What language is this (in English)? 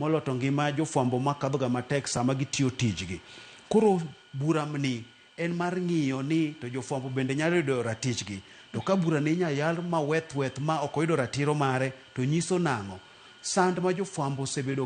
Luo (Kenya and Tanzania)